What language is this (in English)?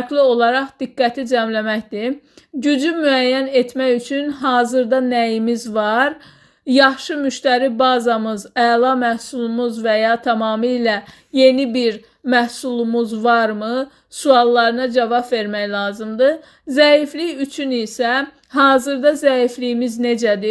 Azerbaijani